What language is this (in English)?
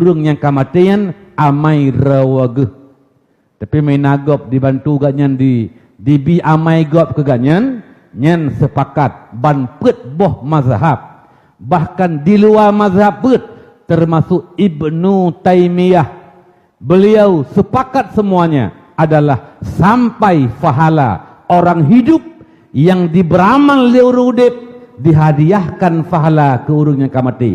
Achinese